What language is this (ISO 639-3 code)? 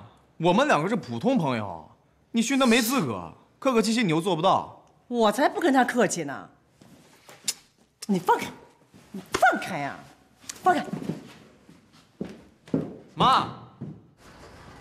zho